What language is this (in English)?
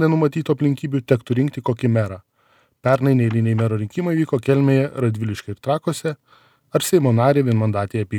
Lithuanian